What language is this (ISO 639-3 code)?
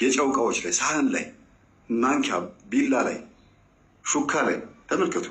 amh